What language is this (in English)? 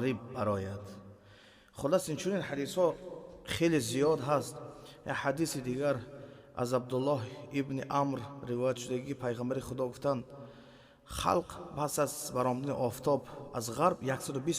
Tajik